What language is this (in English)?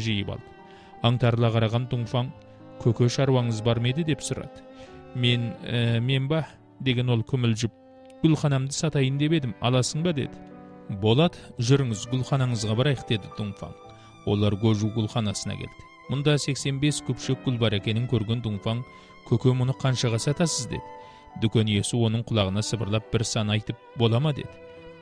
Kazakh